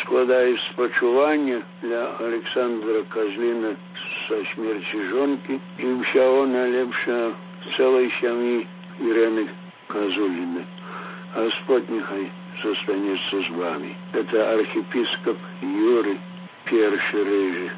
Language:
Belarusian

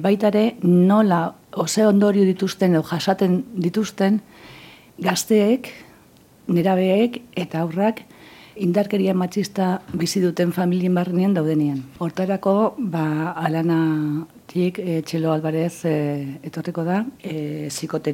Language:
Basque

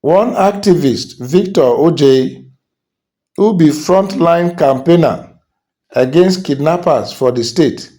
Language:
Nigerian Pidgin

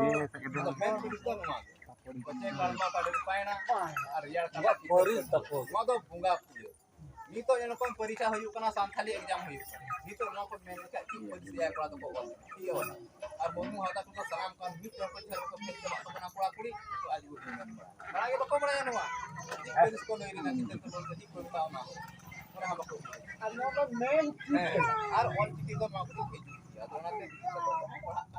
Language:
Santali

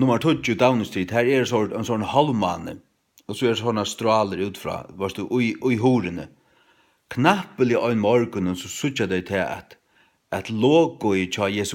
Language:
Faroese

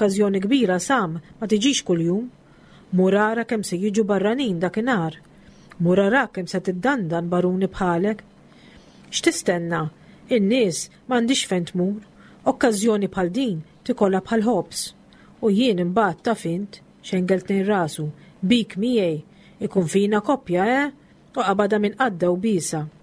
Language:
Maltese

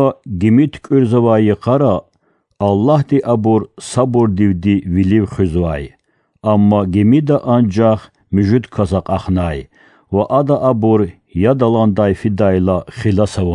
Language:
Lezghian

